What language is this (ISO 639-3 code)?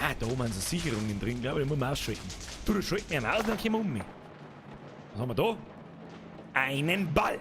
bar